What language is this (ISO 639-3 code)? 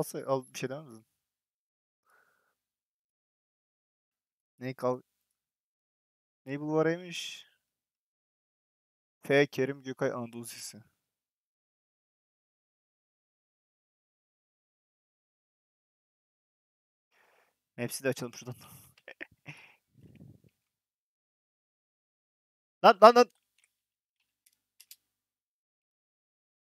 tur